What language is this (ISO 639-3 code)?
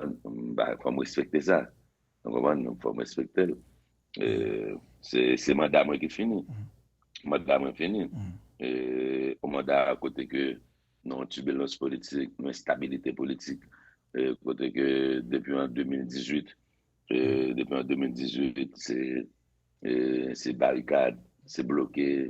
hat